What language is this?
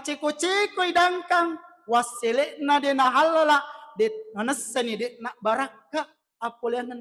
Buginese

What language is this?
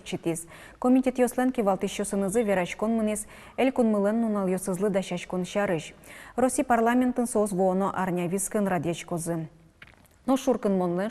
Udmurt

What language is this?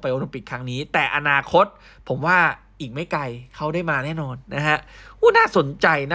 Thai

